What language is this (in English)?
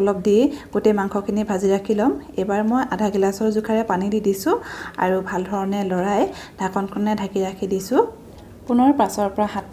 Assamese